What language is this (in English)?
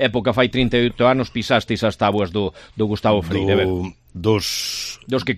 Galician